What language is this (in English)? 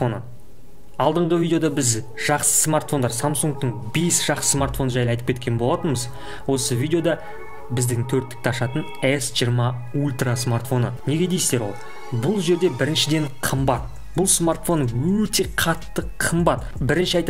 Kazakh